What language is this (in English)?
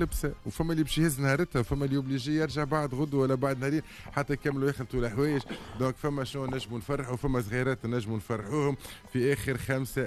Tunisian Arabic